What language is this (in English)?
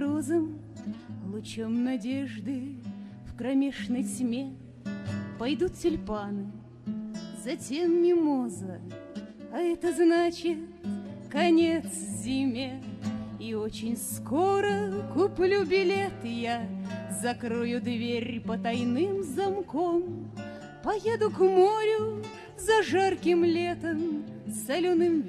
Russian